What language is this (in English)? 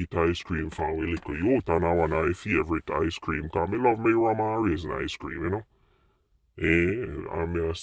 Jamaican Creole English